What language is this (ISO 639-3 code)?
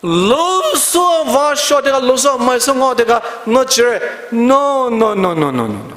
pmx